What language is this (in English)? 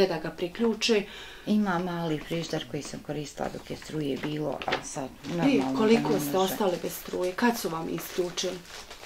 Bosnian